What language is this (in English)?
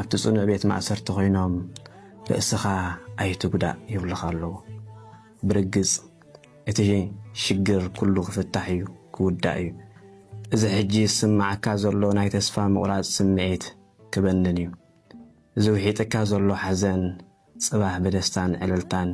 Tigrinya